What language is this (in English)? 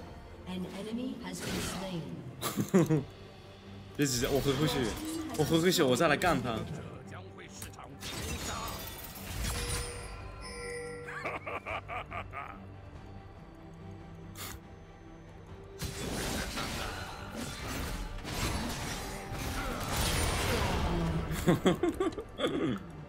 Chinese